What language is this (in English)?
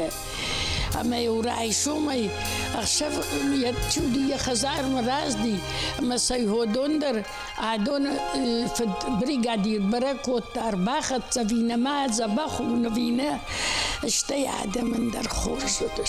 Ossetic